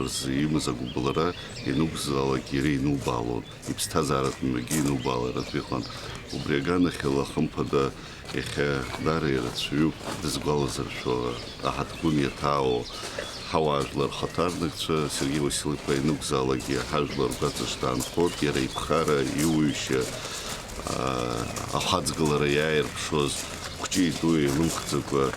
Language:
Abkhazian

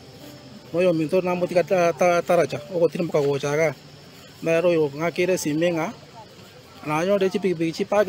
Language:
Gusii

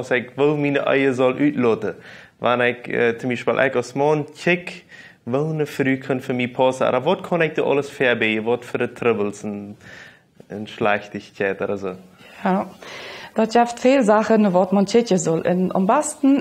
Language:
Plautdietsch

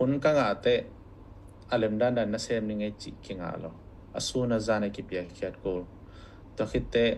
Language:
Tedim Chin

